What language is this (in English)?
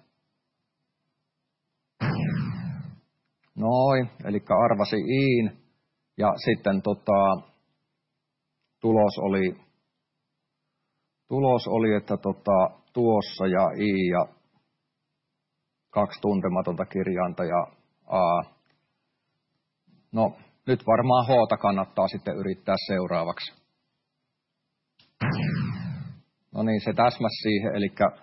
Finnish